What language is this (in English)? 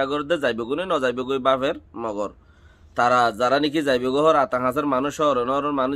Rohingya